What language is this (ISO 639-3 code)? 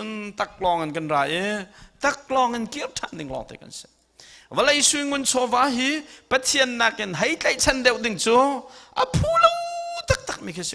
cnh